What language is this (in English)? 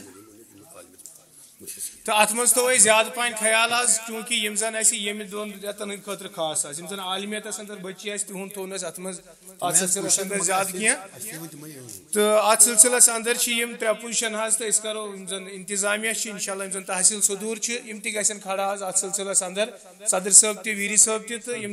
Kashmiri